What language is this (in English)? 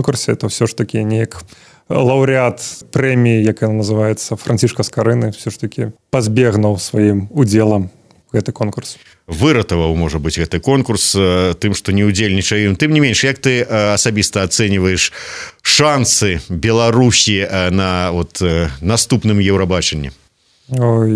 Belarusian